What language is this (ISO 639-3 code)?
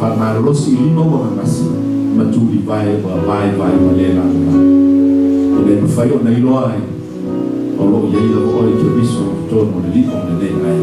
smo